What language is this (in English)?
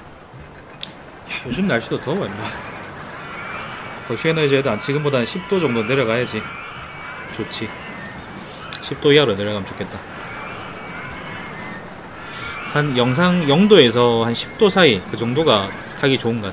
Korean